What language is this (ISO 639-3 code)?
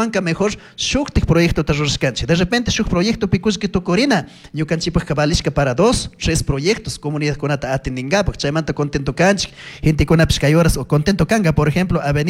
qug